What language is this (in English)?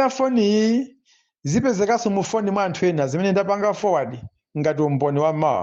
Nyanja